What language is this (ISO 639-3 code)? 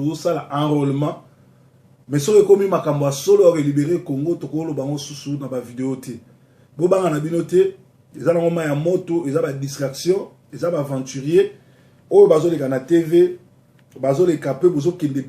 lin